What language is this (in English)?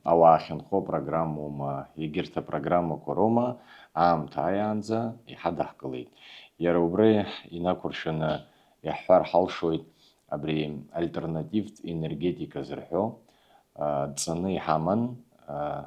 Abkhazian